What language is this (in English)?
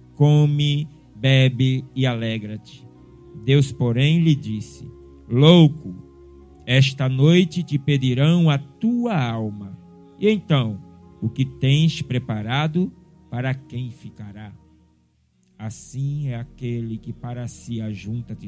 Portuguese